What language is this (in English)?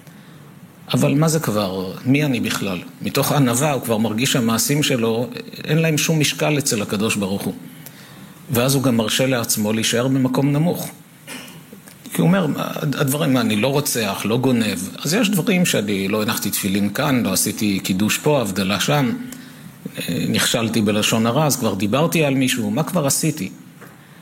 Hebrew